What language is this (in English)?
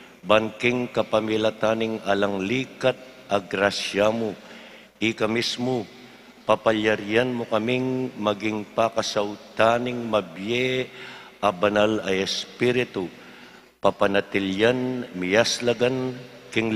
Pampanga